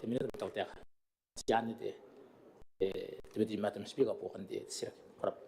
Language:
Gilbertese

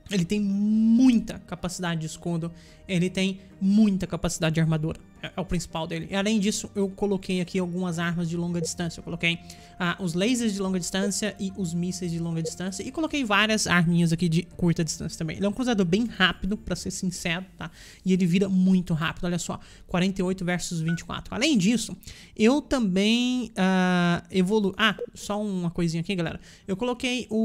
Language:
Portuguese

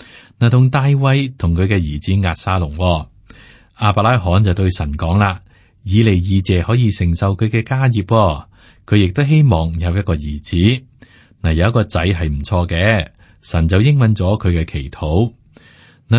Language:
Cantonese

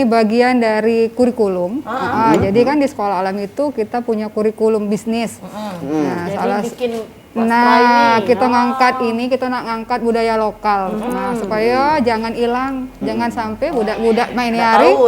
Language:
Musi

